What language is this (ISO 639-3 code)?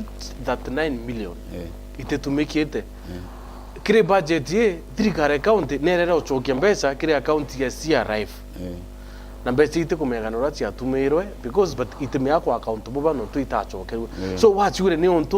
mer